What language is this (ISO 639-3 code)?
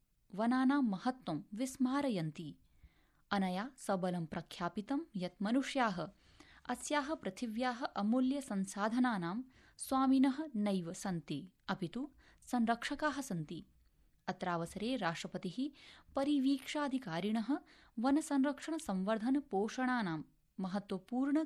san